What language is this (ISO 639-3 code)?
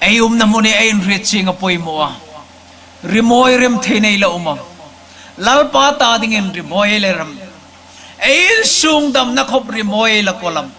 hmr